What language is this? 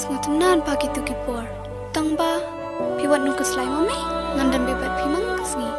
Khasi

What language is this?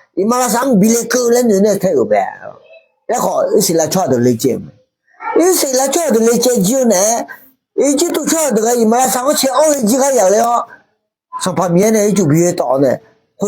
Akha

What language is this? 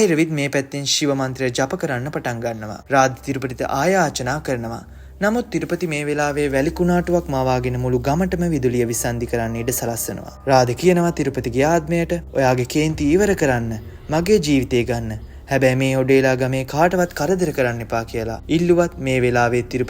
Sinhala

